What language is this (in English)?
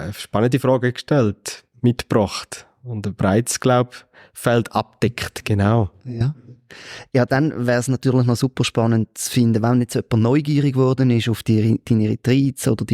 Swiss German